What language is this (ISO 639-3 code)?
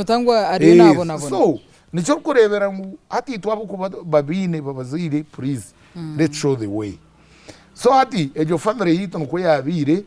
nyn